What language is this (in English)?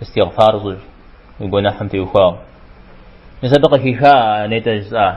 Kabardian